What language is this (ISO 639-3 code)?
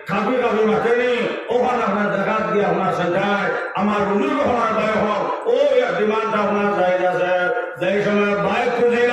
syl